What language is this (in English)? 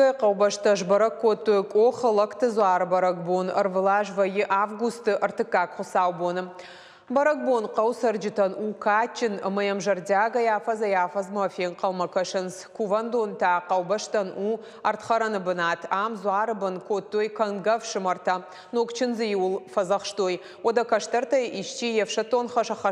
Ossetic